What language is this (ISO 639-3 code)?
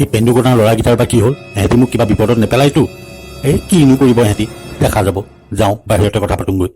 asm